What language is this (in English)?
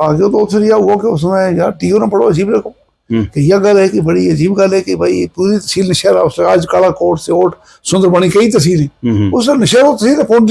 Gujari